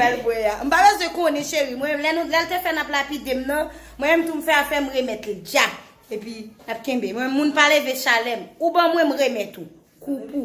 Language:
Haitian Creole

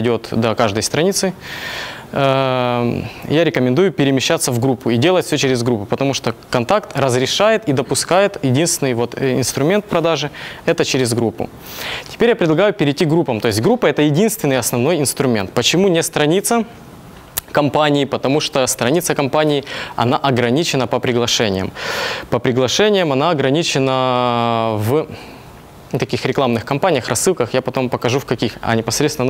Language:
Russian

